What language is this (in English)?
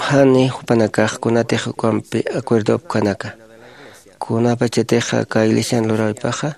Aymara